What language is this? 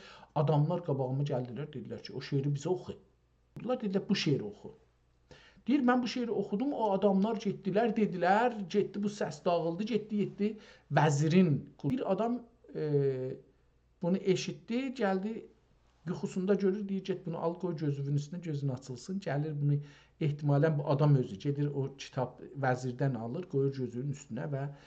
South Azerbaijani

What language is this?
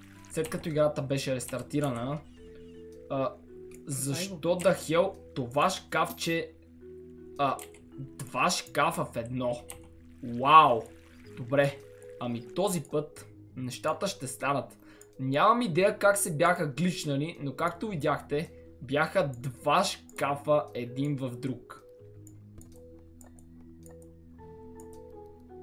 Bulgarian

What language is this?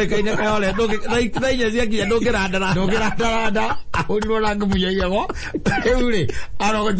Kikuyu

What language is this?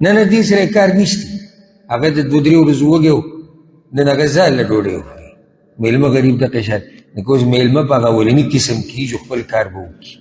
Pashto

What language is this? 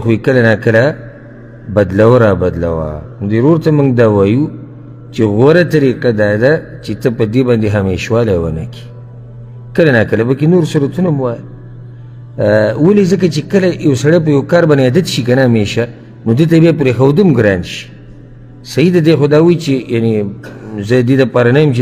Pashto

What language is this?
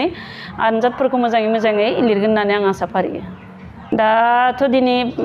Bodo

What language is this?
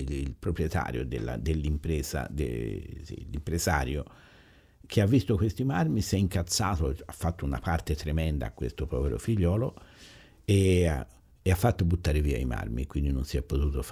Italian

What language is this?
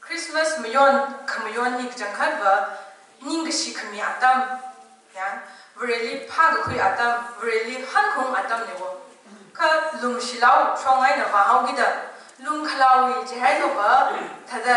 Tangkhul Naga (India)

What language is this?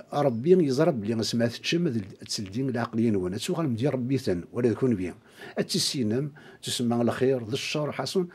Kabyle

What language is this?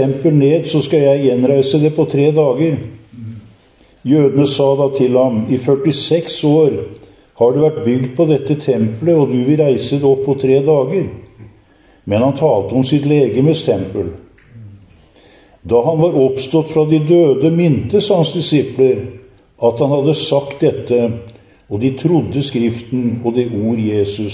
Norwegian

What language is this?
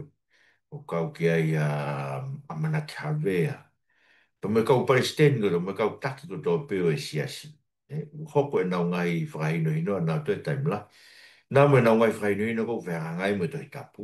Tongan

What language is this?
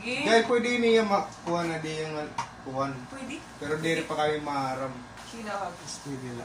Waray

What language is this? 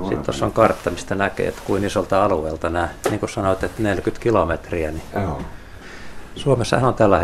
Finnish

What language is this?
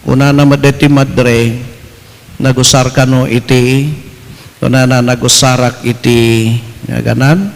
Iloko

